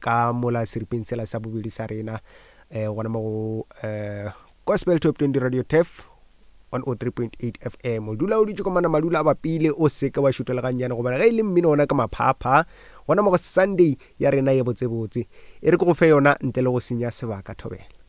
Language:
Northern Sotho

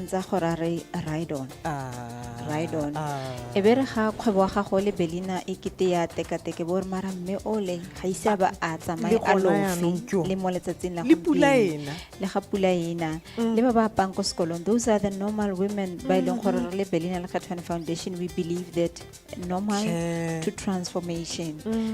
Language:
Tswana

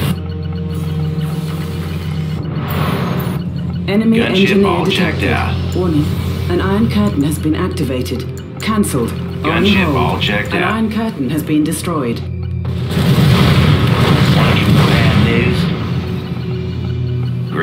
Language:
English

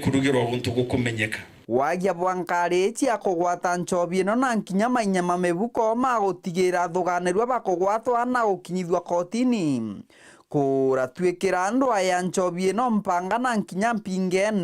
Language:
Meru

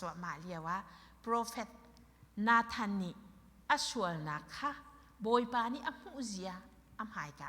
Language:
Hakha Chin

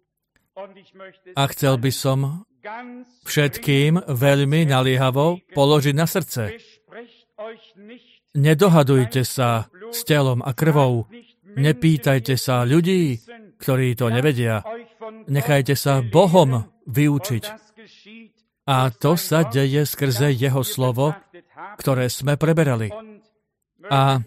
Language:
Slovak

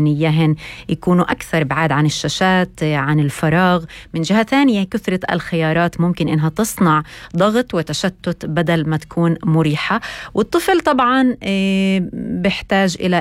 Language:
North Levantine Arabic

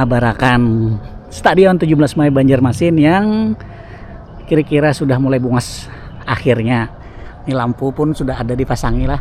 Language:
Banjar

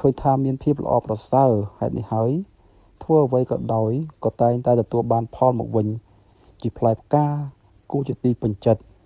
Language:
Khmer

